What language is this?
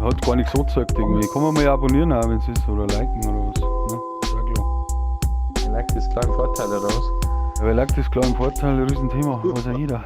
Bavarian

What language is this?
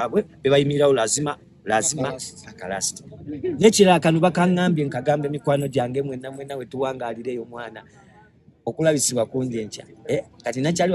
Ganda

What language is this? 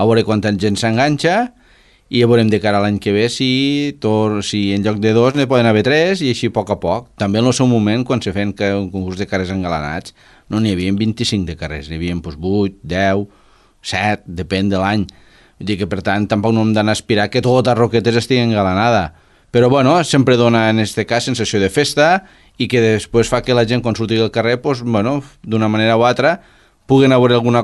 Catalan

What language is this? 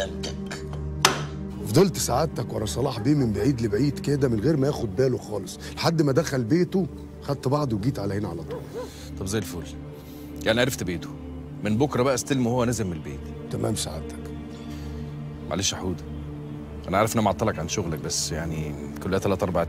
Egyptian Arabic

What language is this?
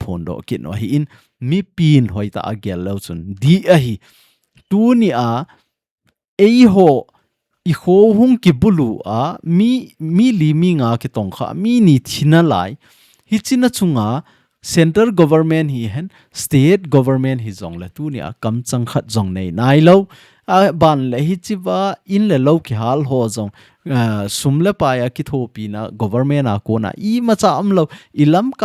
Thado Chin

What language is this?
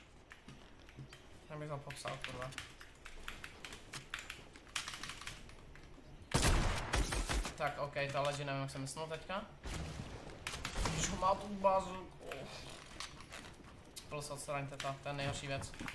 Czech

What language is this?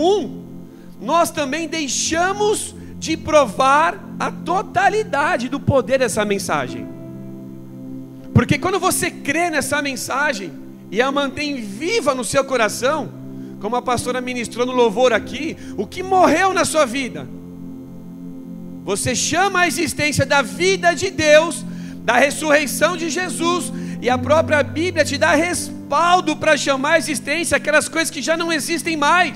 Portuguese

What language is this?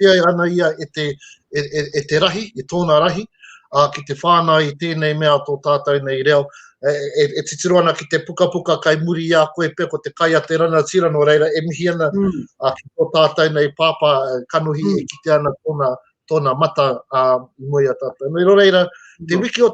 Māori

